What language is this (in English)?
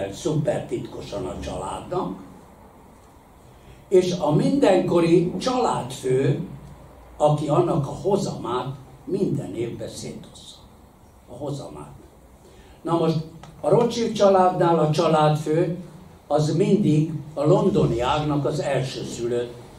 Hungarian